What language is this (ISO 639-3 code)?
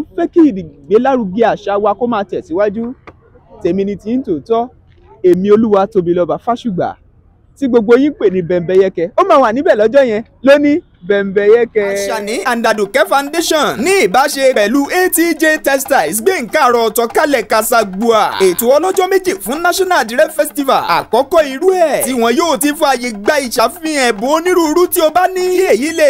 yor